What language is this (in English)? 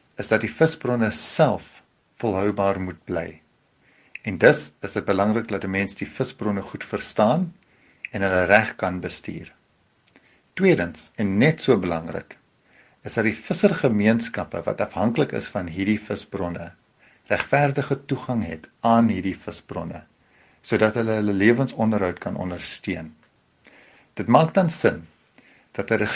Afrikaans